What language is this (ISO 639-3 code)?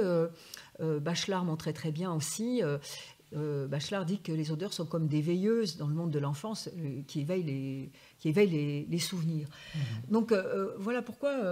fra